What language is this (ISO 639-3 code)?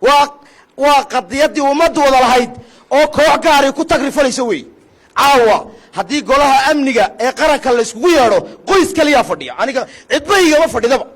som